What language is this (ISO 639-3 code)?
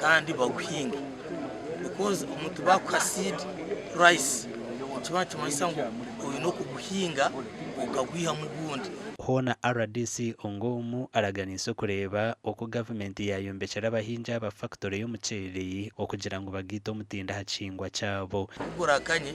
nyn